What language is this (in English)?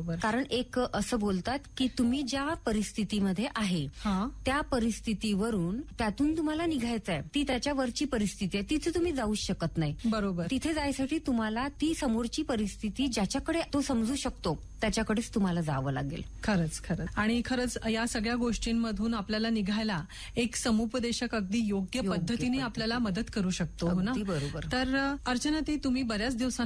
Marathi